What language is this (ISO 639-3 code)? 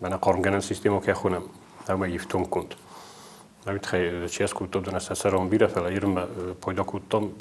oss